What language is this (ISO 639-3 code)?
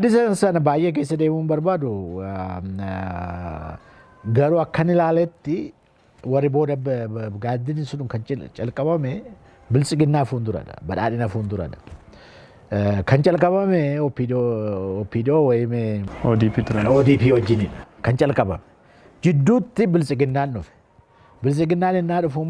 orm